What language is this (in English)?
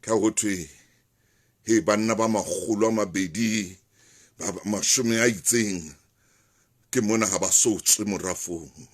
Southern Sotho